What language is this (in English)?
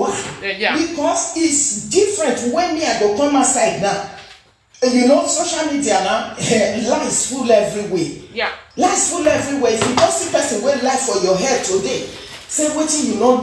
Nigerian Pidgin